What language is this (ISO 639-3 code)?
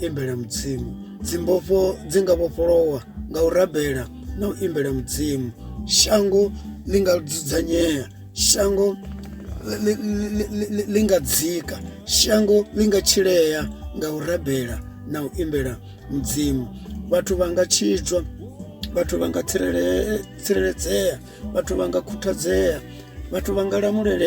ven